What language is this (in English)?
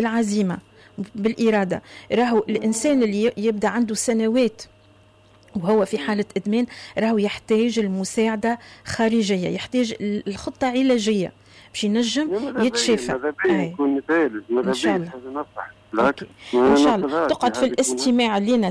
Tunisian Arabic